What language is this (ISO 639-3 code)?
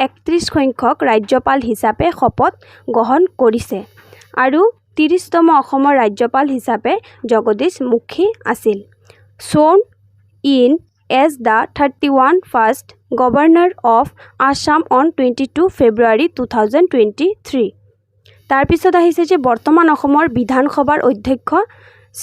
asm